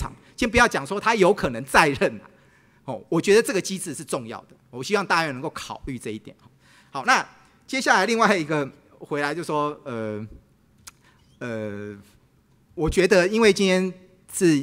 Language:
Chinese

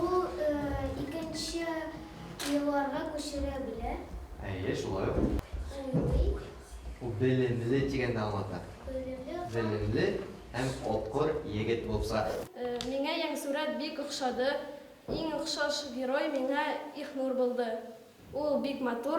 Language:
Bashkir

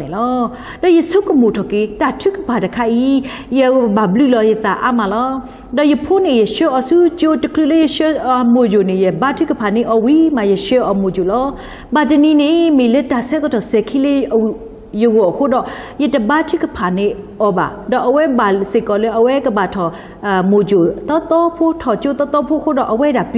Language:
S'gaw Karen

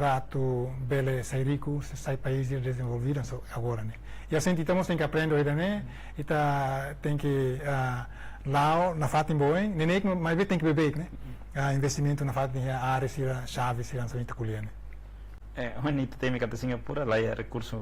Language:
Tetum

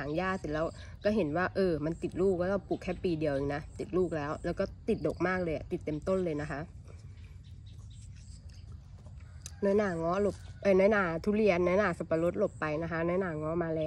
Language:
Thai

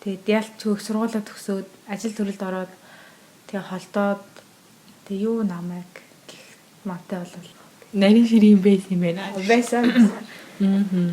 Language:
Mongolian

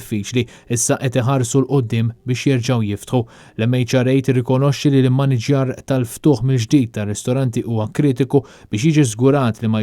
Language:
Maltese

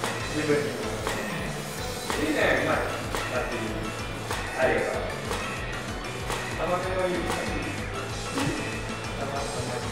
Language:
Japanese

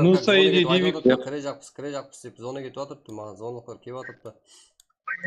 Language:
Kara-Kalpak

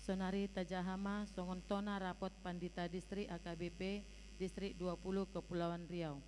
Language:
Batak Toba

